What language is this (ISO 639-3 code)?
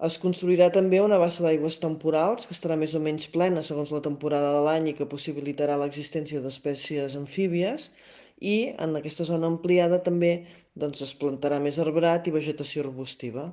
cat